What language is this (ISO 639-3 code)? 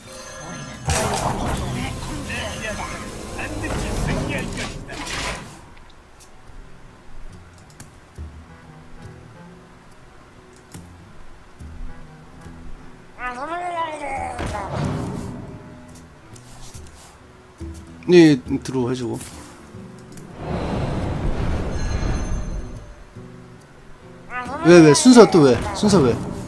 kor